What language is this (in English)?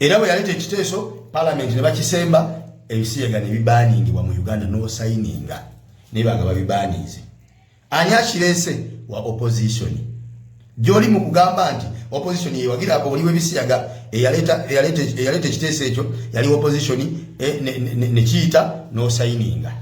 Ganda